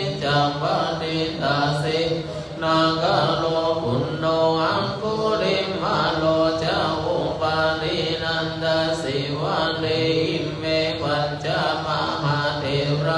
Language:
Pali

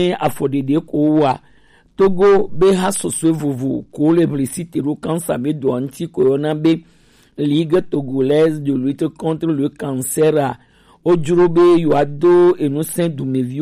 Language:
Gen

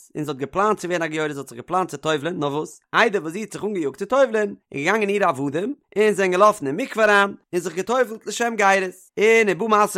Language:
Yiddish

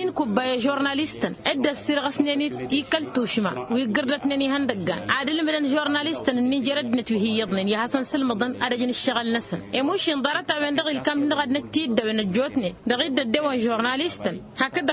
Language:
Tamasheq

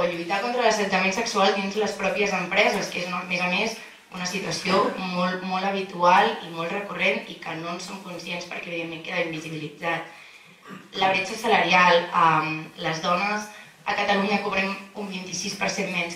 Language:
Catalan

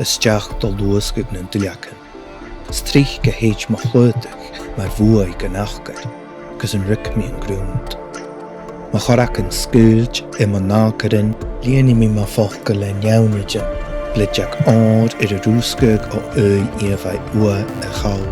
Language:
Scottish Gaelic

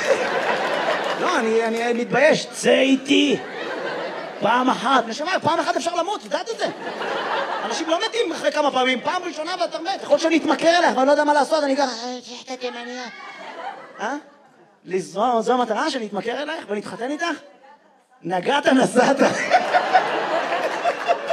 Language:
Hebrew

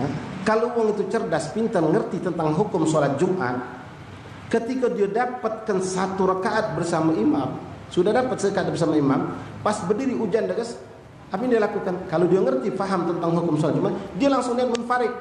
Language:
Musi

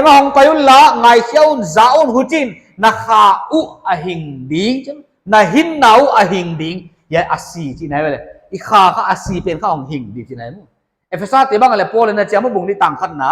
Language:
Paite Chin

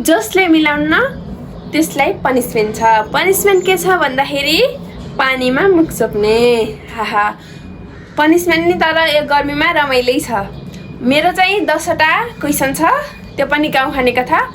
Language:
Nepali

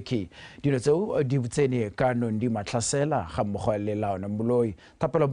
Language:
Tswana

